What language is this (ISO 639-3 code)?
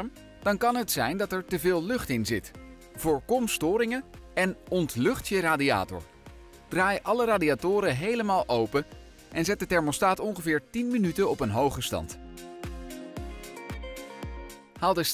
nld